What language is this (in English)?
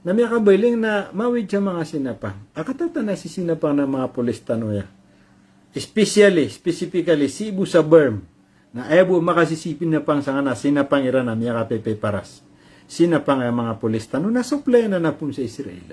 Maranao